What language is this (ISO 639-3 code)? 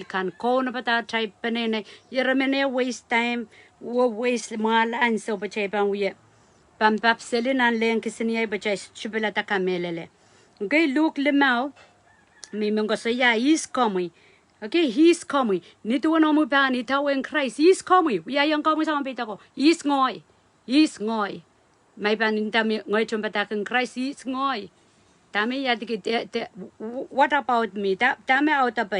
pon